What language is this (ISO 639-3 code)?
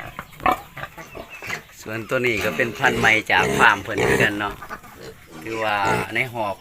lao